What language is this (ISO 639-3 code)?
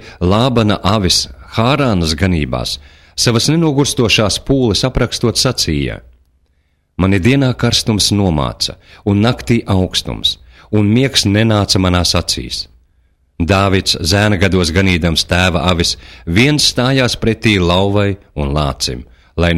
lav